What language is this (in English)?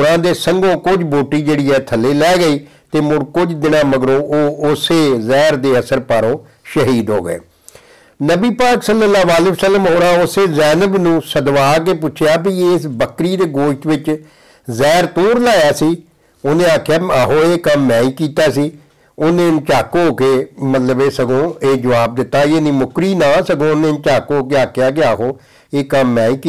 Punjabi